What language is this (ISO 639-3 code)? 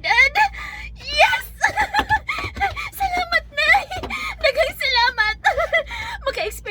ceb